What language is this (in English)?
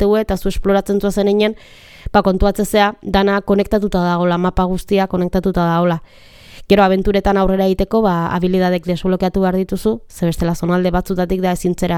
Basque